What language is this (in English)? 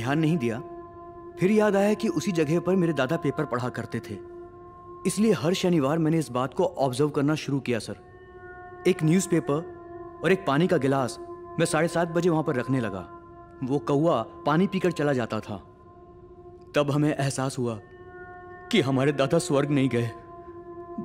Hindi